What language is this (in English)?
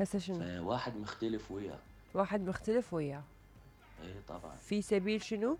Mesopotamian Arabic